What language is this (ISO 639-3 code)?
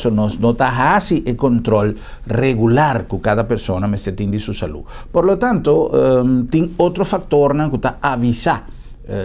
pap